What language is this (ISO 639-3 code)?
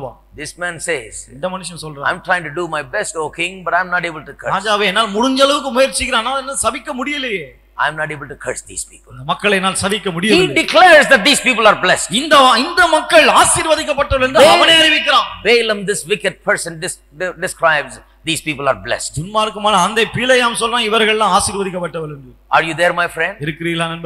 tam